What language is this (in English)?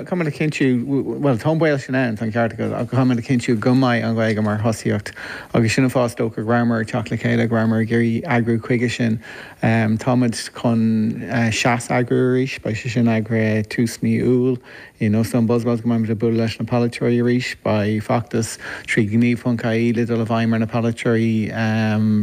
Irish